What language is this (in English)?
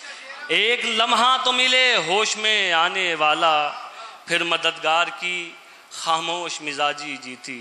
Urdu